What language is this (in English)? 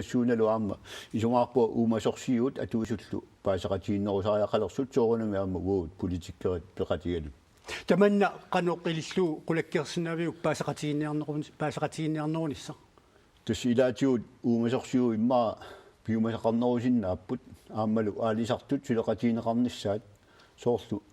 Kalaallisut